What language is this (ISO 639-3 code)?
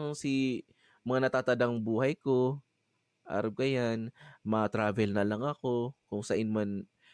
bik